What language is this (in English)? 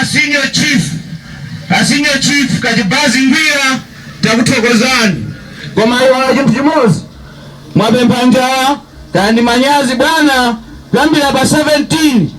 Nyanja